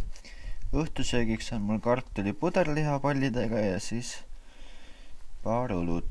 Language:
Estonian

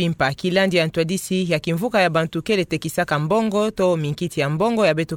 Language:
Kituba (Democratic Republic of Congo)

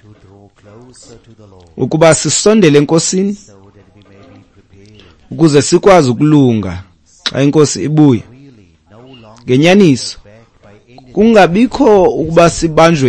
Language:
Xhosa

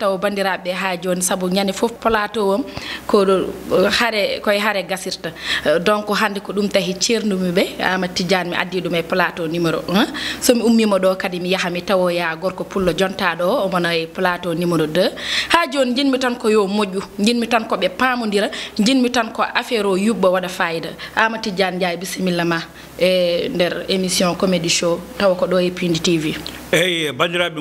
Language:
Fula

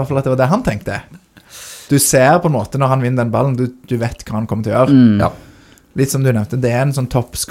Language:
Norwegian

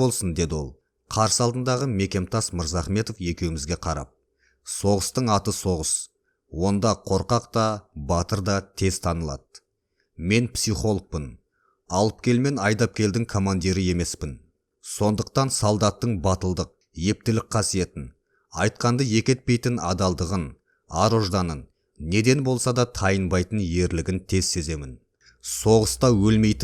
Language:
Kazakh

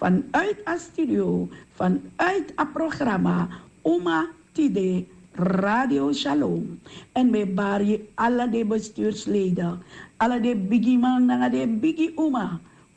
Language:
Sranan Tongo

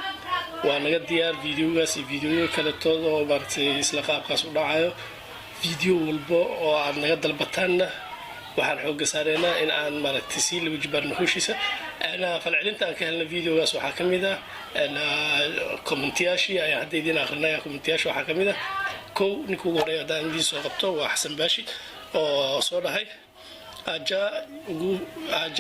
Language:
Somali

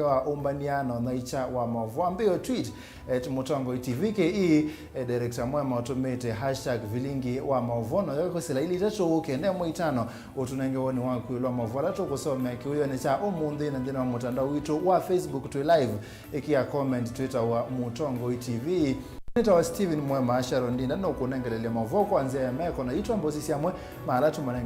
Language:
Kamba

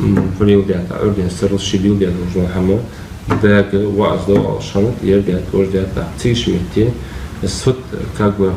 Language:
Ingush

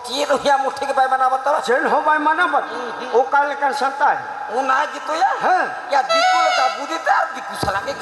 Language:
Santali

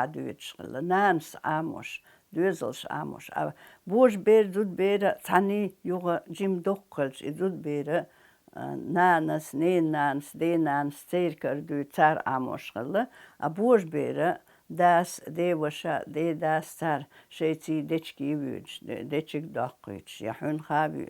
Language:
Chechen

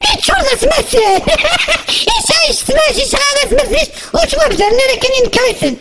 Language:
Kabyle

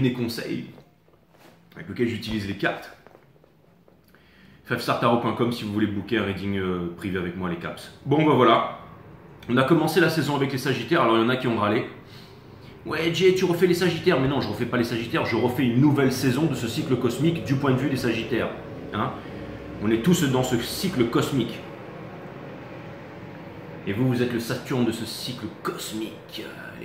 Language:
French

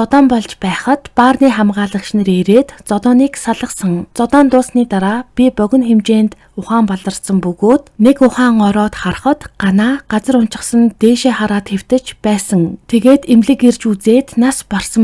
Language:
Mongolian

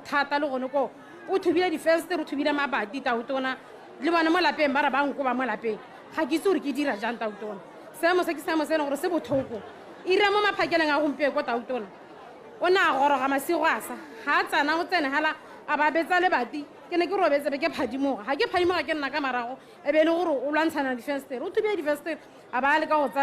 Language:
Tswana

